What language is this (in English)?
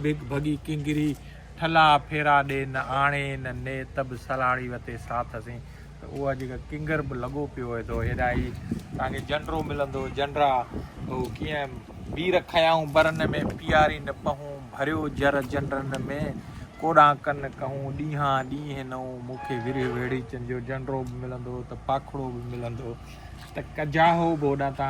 Sindhi